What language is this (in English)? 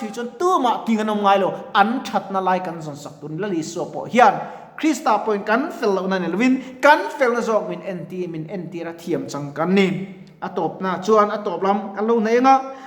Mizo